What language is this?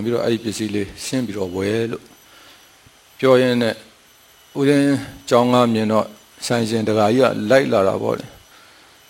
Burmese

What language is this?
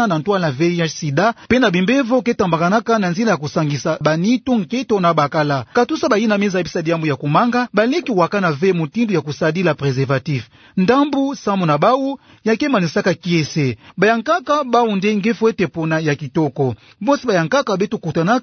Kituba (Democratic Republic of Congo)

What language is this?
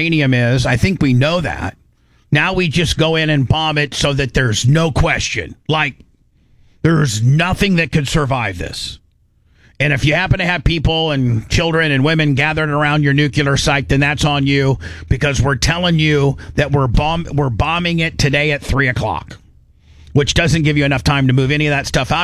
English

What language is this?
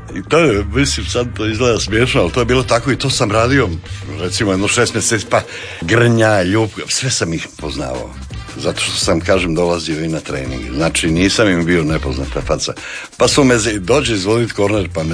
Croatian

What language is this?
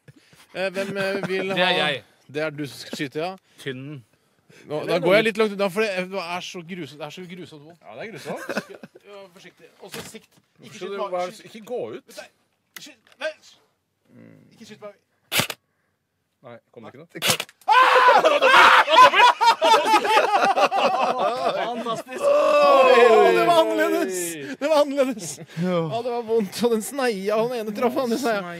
Norwegian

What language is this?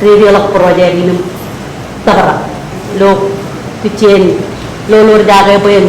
Marshallese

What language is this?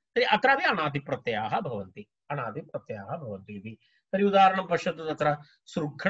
Sanskrit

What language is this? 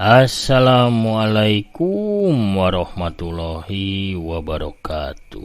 Sundanese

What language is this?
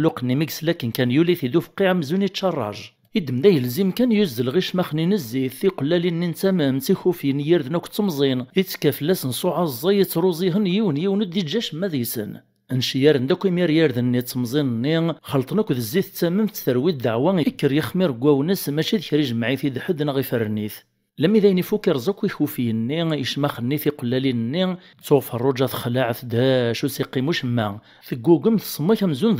Kabyle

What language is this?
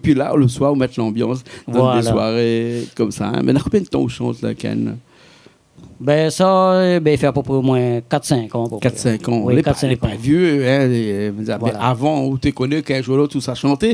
Réunion Creole French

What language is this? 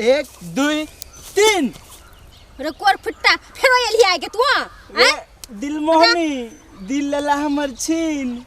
Maithili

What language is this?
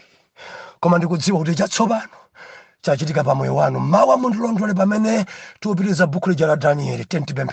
Nyanja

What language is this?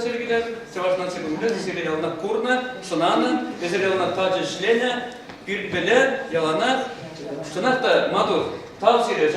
Chuvash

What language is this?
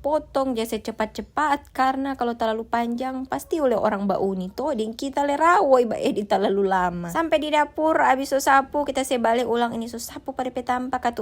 Manado Malay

